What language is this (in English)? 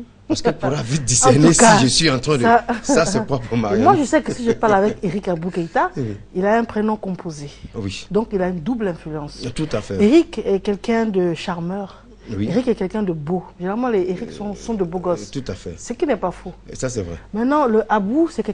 French